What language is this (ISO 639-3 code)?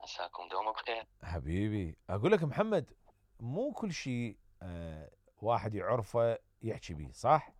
acm